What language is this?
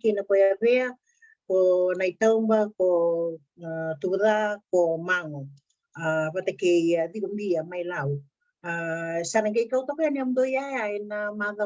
Fijian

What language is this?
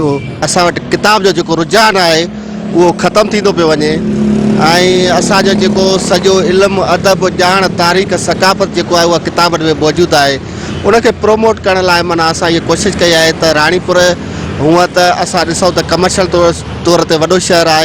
Sindhi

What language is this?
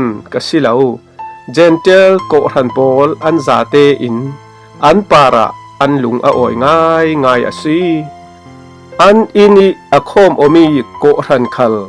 Falam Chin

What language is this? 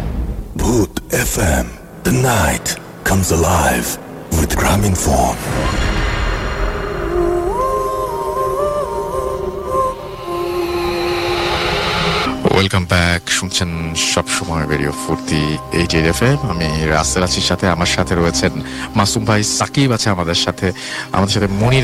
Bangla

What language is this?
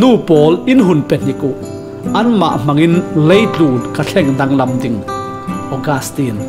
Falam Chin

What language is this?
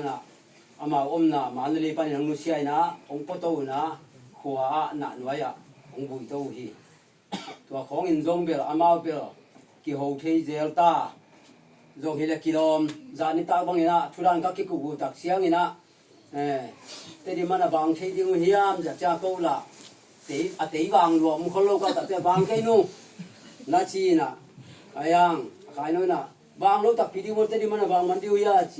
Tedim Chin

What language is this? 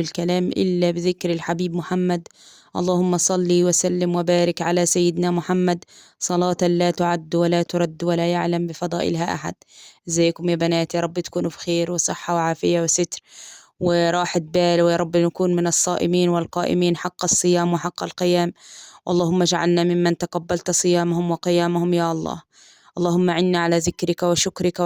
Egyptian Arabic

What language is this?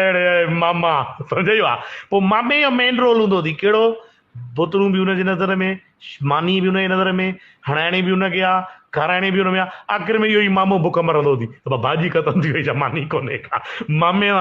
Sindhi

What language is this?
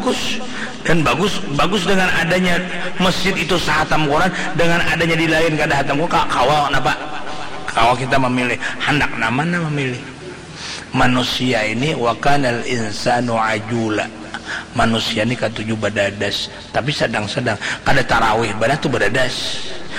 Banjar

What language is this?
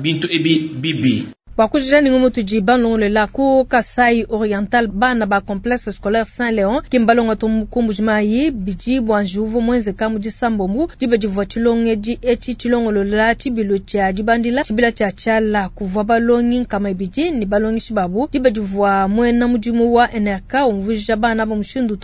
Luba-Lulua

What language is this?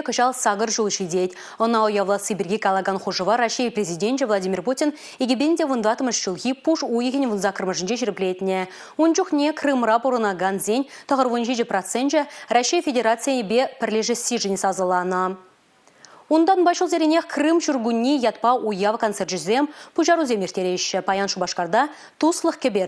Chuvash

